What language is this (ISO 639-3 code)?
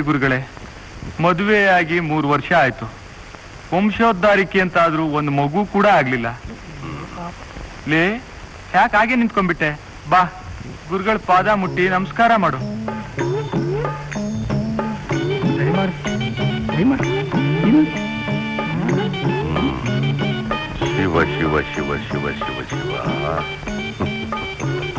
kan